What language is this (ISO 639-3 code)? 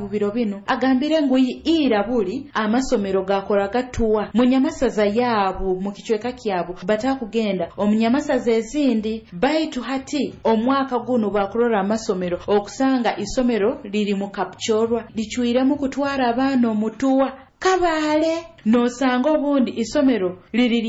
nyo